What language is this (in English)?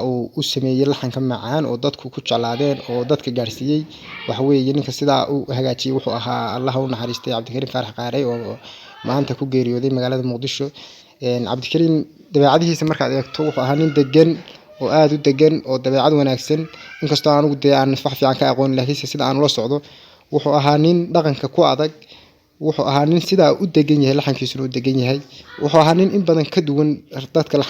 Somali